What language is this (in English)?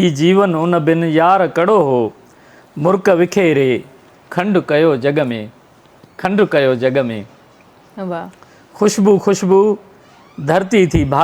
Sindhi